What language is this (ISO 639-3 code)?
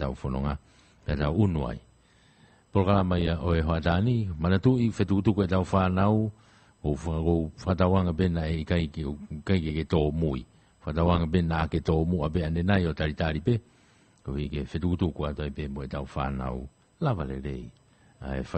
ton